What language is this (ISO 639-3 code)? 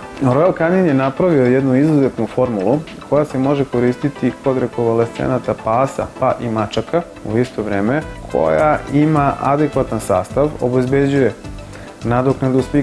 srp